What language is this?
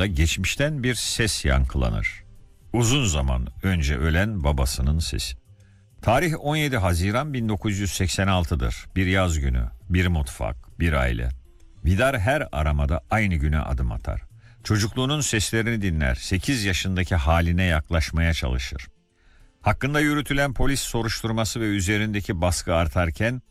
Turkish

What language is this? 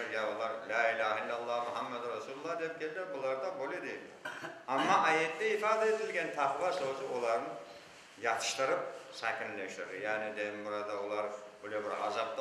Crimean Tatar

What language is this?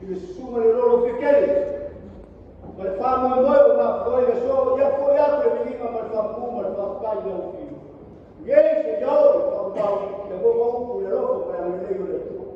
Samoan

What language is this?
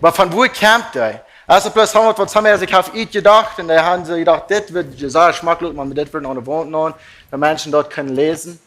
Plautdietsch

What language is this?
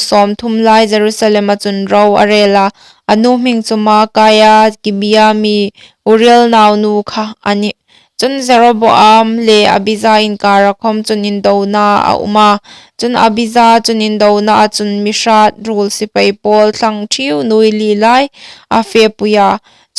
Hmar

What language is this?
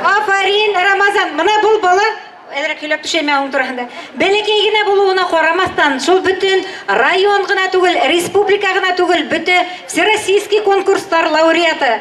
Bashkir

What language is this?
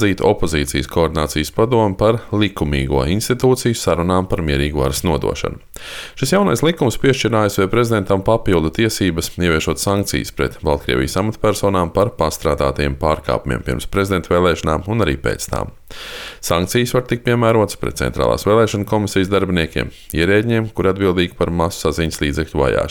Latvian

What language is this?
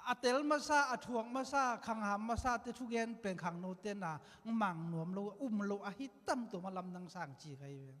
Tedim Chin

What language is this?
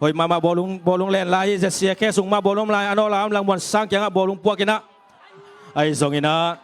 Tedim Chin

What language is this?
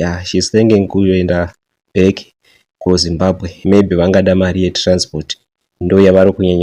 Shona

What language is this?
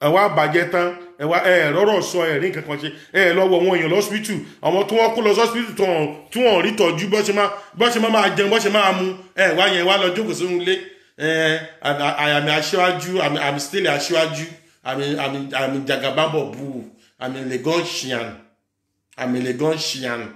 Yoruba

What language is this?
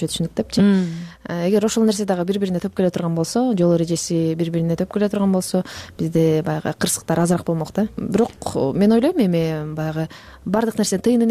Kyrgyz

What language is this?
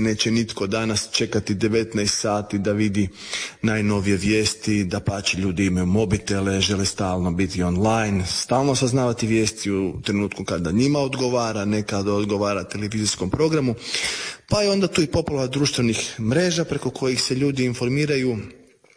Croatian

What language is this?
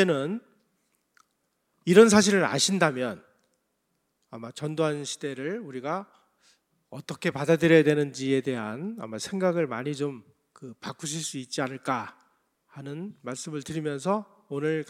Korean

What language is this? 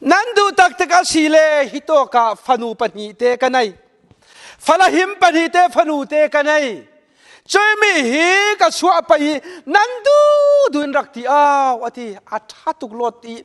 Falam Chin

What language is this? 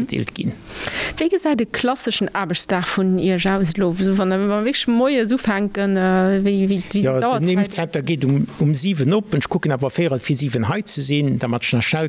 Luxembourgish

